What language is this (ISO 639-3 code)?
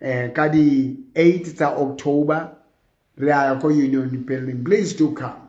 sot